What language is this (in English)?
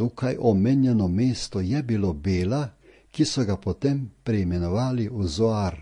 Slovenian